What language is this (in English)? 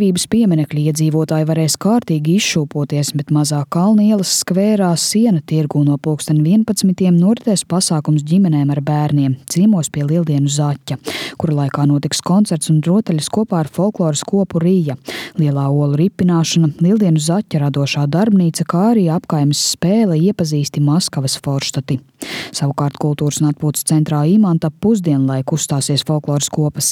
Latvian